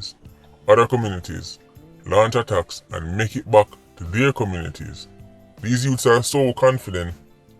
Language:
Jamaican Creole English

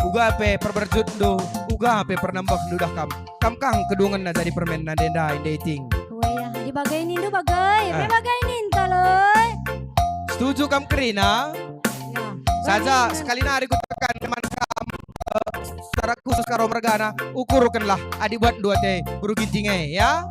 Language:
Batak Karo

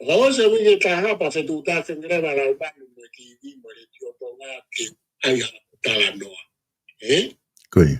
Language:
Tongan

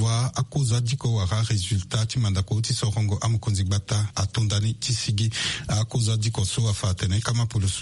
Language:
Sango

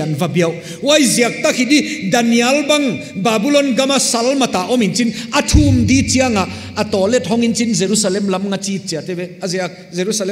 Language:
Paite Chin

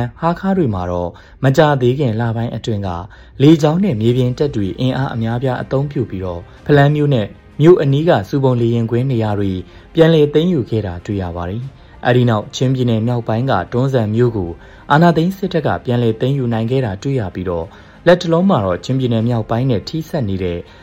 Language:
Burmese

